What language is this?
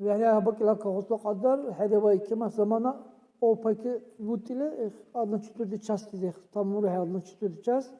Dargwa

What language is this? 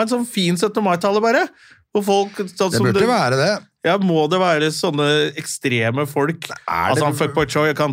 Norwegian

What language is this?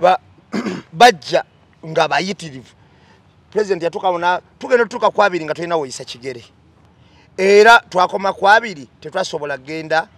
Ganda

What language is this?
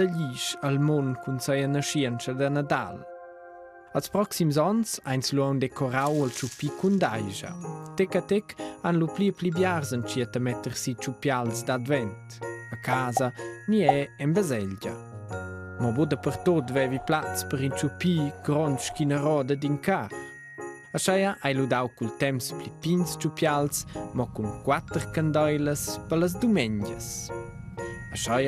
Romansh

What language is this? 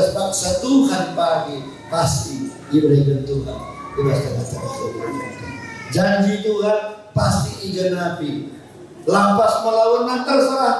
Batak Karo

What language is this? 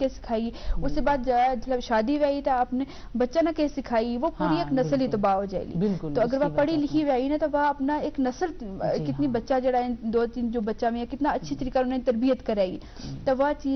Gujari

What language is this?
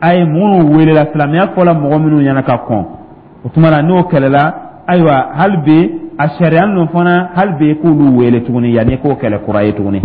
Dyula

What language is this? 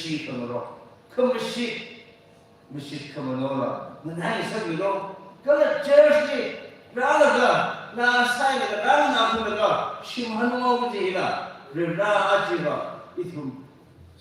Tangkhul Naga (India)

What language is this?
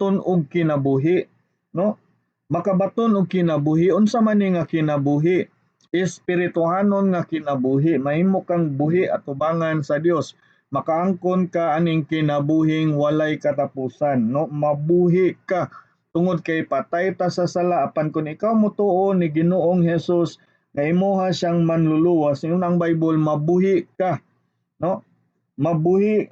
Cebuano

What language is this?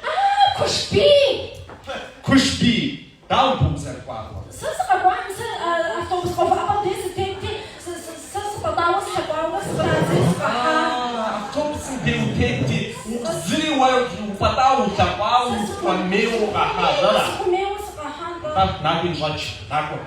Kabardian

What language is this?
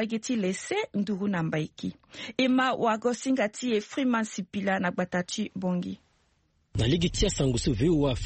Sango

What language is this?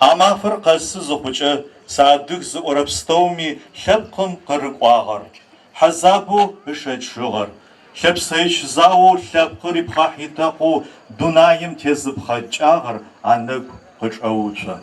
Adyghe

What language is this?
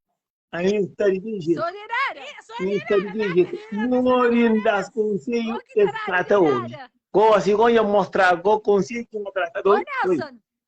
Kabuverdianu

